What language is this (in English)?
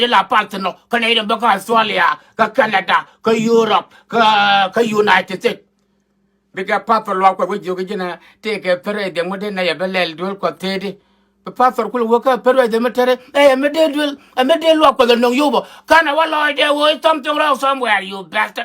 Nuer